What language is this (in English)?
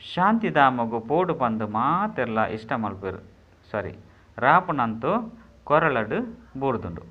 Tulu